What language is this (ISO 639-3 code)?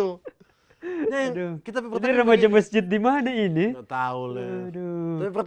xmm